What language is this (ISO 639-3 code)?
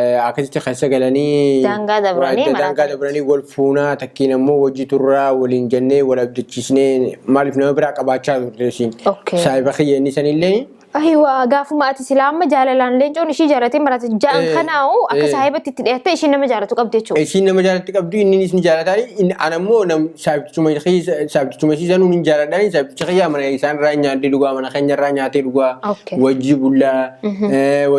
orm